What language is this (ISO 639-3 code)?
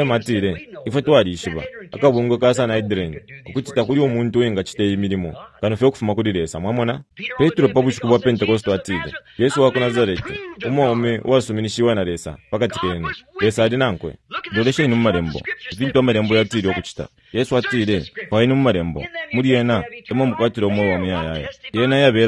bem